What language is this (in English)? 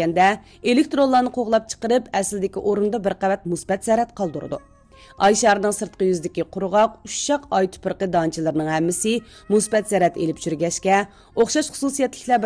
Uyghur